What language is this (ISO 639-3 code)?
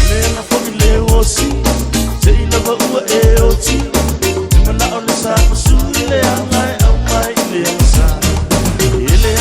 smo